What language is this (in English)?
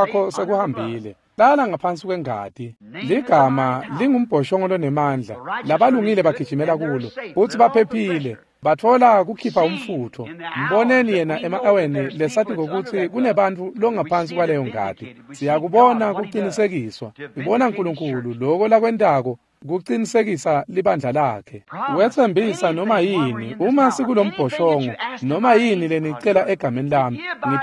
Swati